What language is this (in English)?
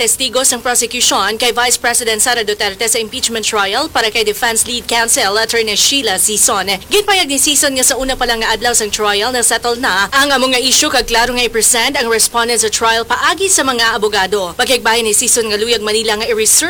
Hiligaynon